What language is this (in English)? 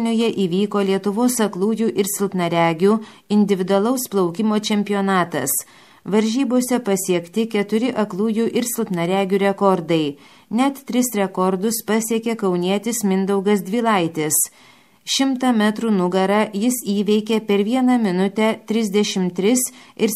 Lithuanian